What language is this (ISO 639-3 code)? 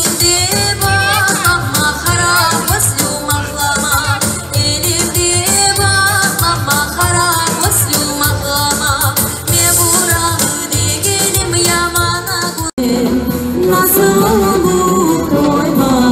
crh